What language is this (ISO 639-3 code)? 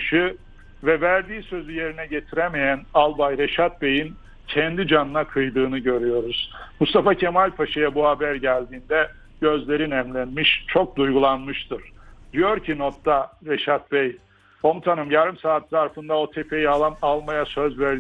tur